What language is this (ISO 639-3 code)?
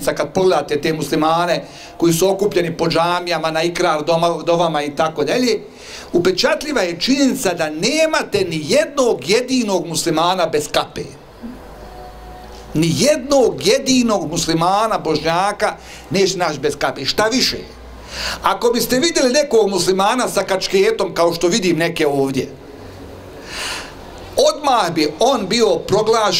bos